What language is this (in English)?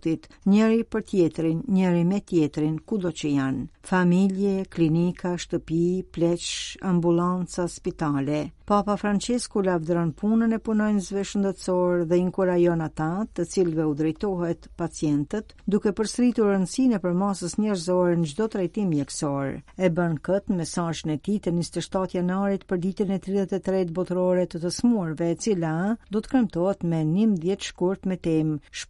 Albanian